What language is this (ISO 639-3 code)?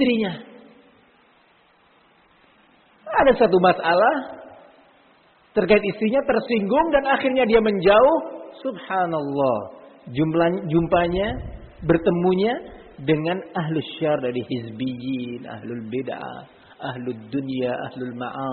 ind